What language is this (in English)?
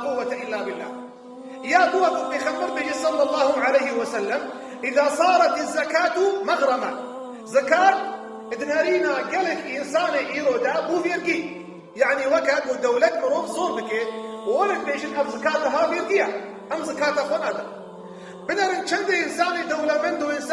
Kurdish